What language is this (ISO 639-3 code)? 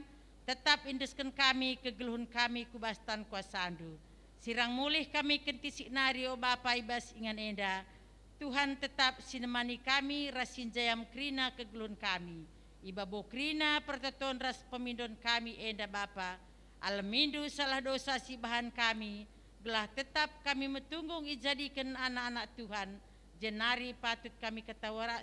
btx